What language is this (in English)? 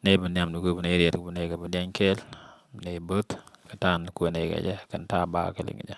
Nuer